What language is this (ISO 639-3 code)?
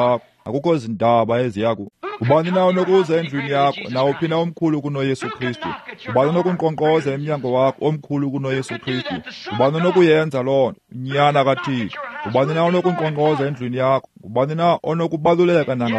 xho